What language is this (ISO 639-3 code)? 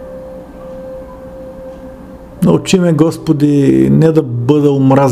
bul